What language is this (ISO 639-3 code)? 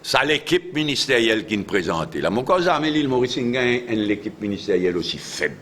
mfe